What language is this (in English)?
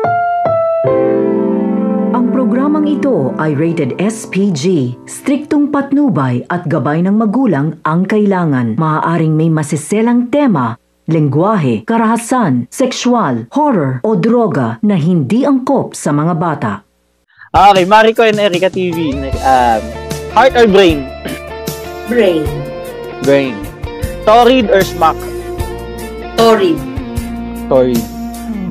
Filipino